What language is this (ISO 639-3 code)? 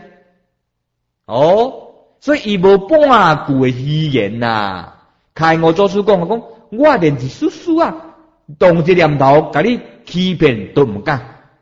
nan